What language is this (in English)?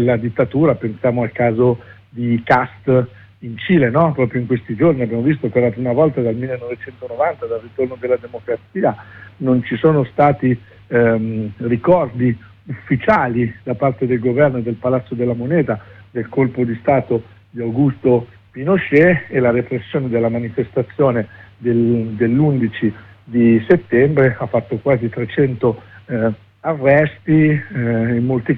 Italian